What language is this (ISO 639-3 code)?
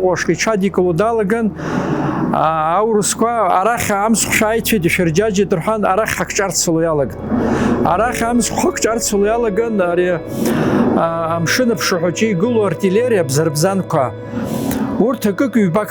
abk